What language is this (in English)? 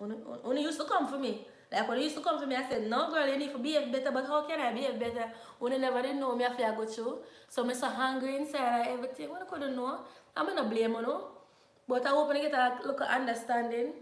Jamaican Creole English